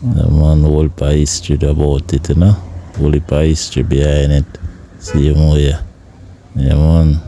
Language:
Jamaican Creole English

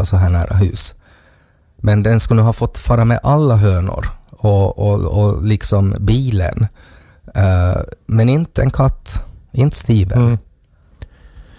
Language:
Swedish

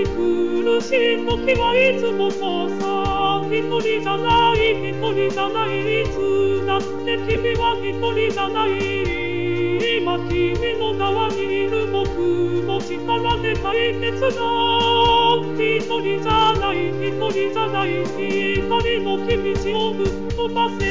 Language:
Japanese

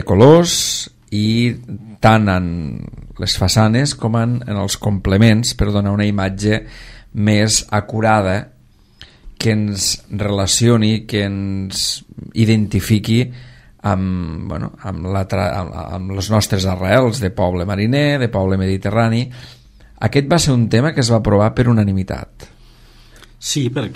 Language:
Catalan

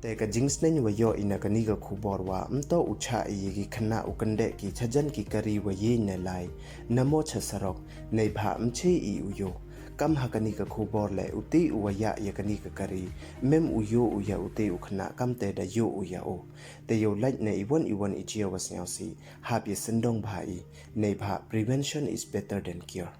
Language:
Pnar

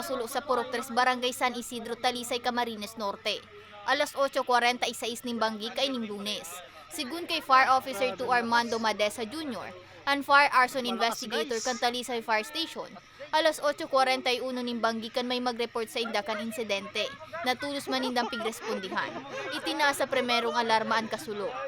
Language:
Bikol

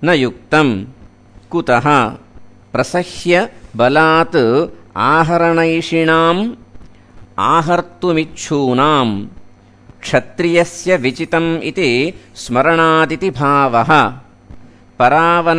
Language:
Sanskrit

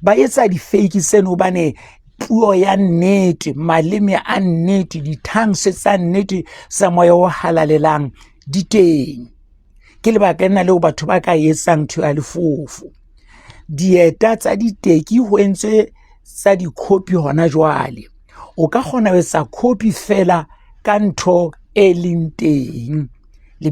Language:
Southern Sotho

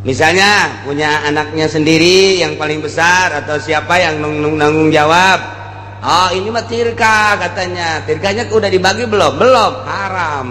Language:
Sundanese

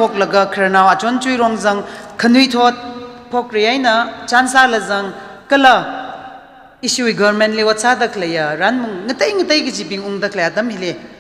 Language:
Tangkhul Naga (India)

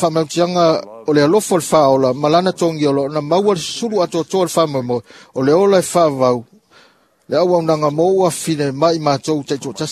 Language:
Samoan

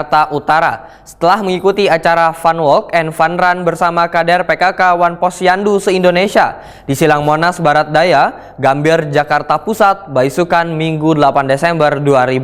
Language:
Banjar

